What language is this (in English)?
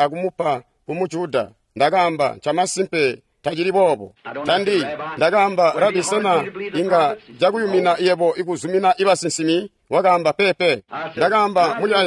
Tonga (Zambia)